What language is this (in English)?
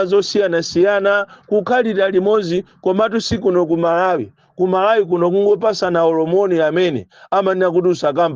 Nyanja